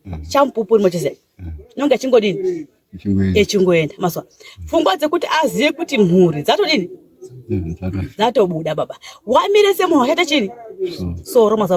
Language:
Shona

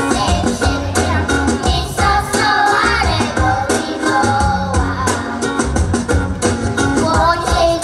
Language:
Bulgarian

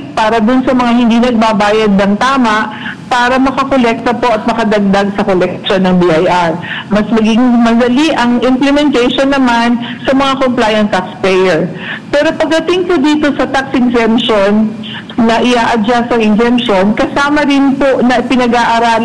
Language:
Filipino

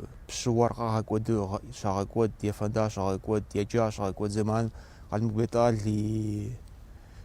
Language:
Kabardian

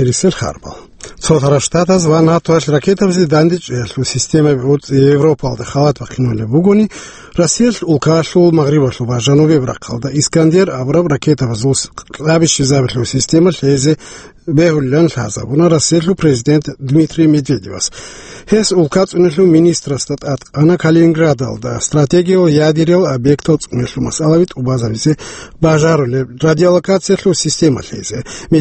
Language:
Avaric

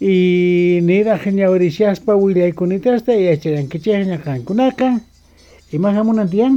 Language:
South Bolivian Quechua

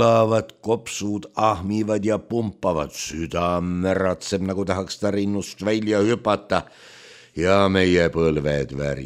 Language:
Estonian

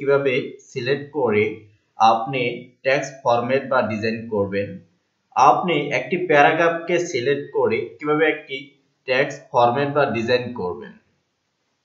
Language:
Bangla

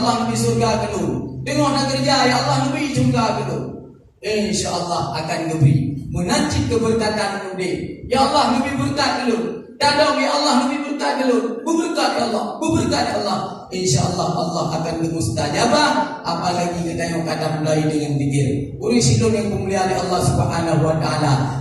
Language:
Achinese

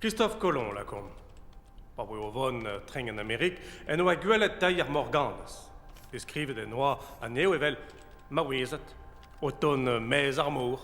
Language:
Breton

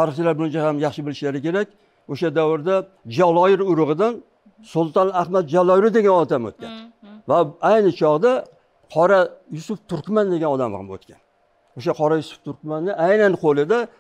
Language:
Uzbek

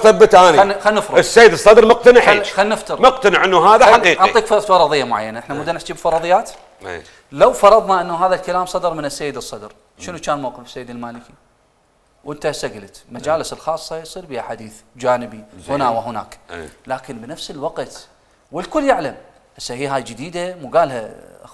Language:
Mesopotamian Arabic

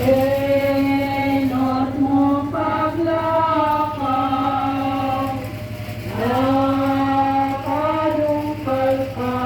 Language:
Bikol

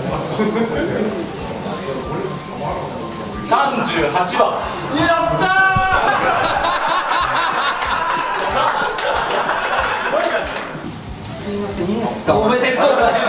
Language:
Japanese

